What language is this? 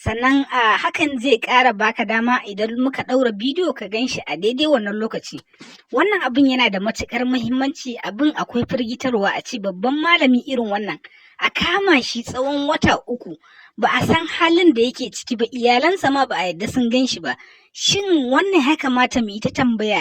Hausa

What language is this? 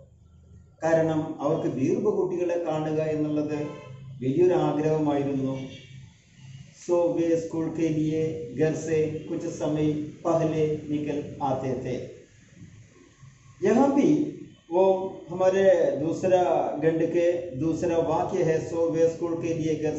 Malayalam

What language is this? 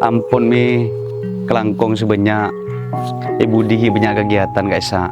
Madurese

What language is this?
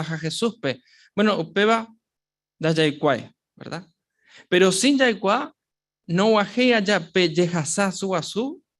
Guarani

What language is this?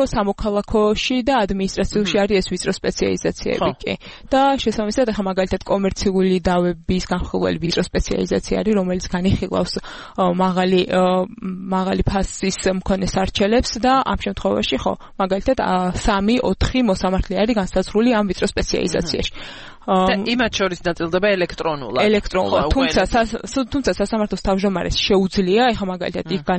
Georgian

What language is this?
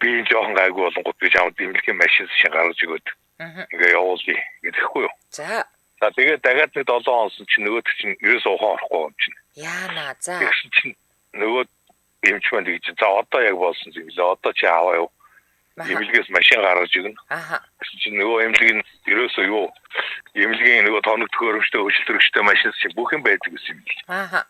Mongolian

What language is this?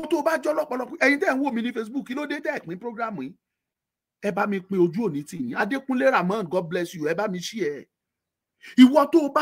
Yoruba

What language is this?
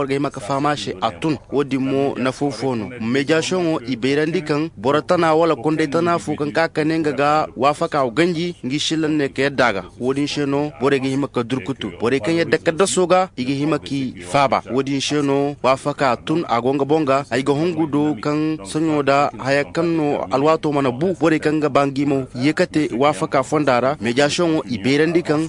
Zarma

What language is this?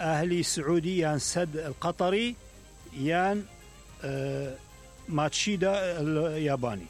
Mesopotamian Arabic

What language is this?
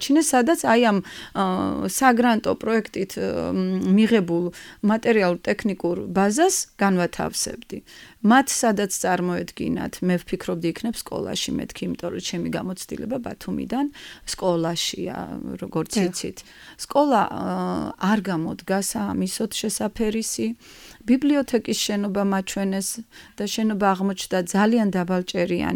Georgian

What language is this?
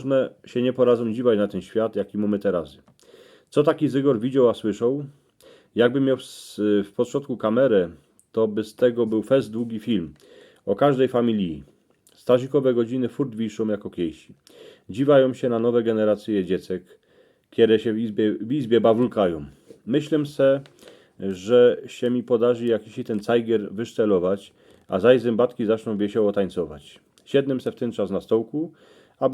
Silesian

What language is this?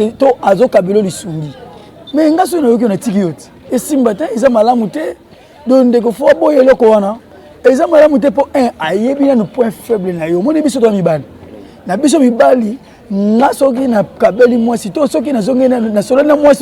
Lingala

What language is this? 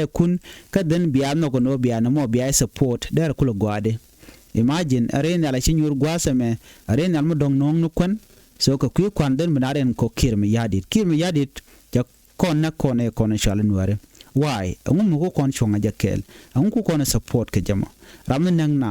Nuer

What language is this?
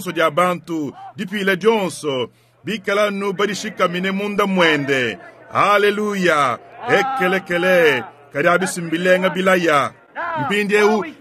Luba-Lulua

